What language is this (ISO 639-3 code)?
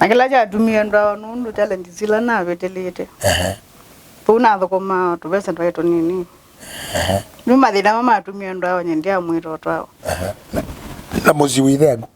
kam